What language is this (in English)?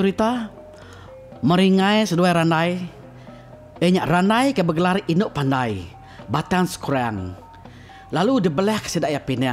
Iban